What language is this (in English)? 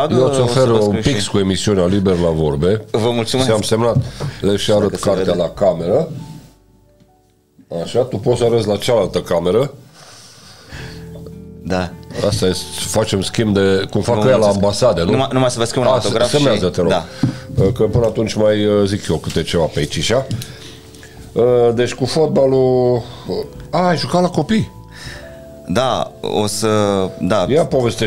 Romanian